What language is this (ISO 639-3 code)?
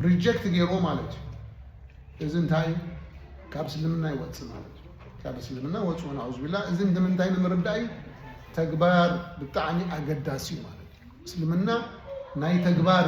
tir